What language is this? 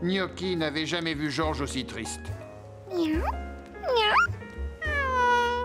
French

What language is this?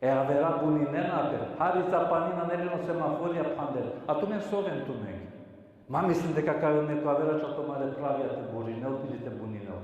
Balkan Romani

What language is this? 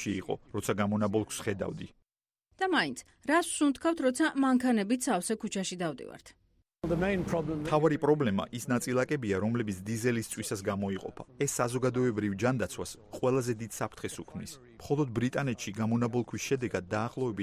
Georgian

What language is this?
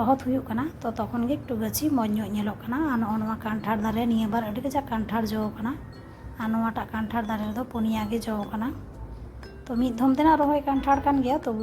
Santali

